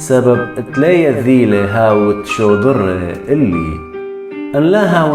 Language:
Assyrian Neo-Aramaic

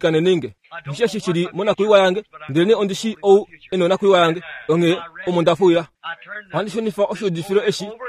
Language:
Kuanyama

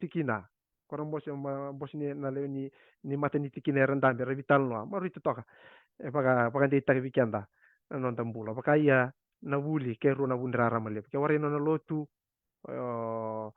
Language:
Fijian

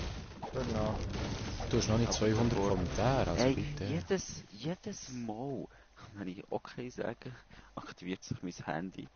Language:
Swiss German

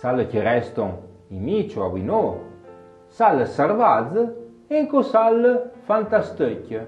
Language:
Arpitan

